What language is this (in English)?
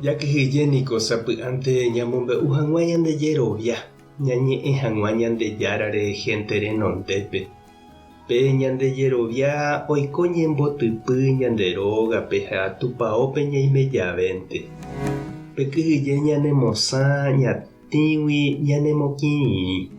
Guarani